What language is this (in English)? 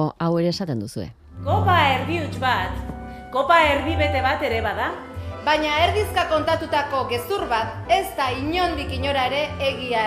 Basque